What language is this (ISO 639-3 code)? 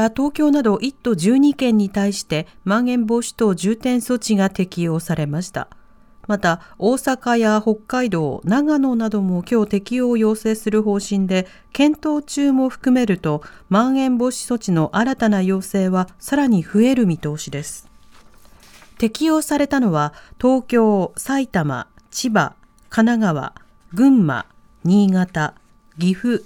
jpn